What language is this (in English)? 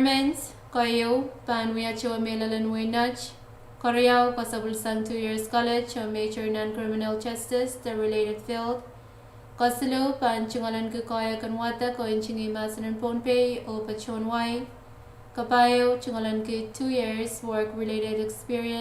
Pohnpeian